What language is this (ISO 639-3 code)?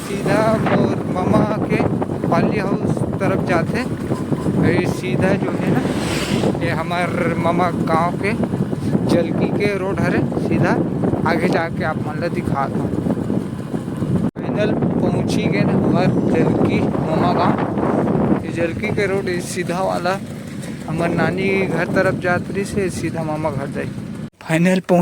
hne